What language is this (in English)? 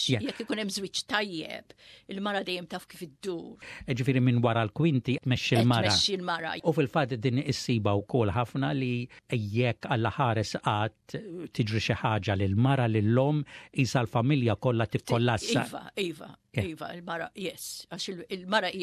Maltese